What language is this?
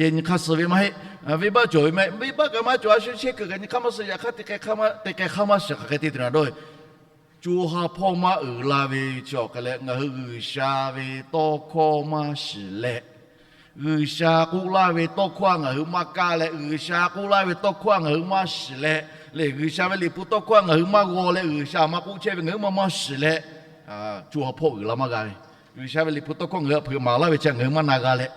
Lahu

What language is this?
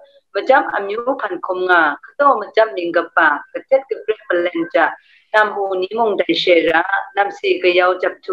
Kachin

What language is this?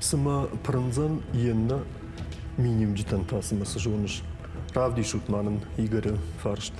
Ossetic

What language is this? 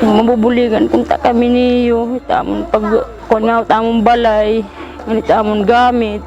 Waray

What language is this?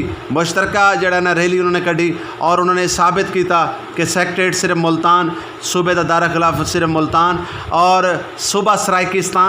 Saraiki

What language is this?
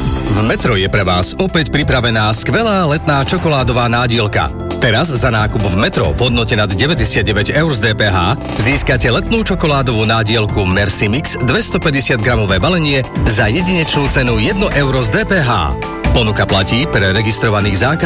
Slovak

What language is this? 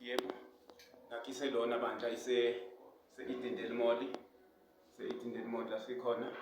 Zulu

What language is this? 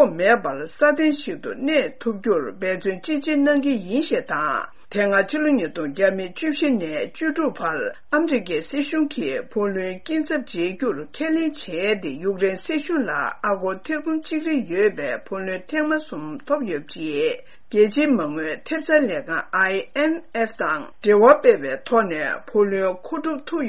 Tibetan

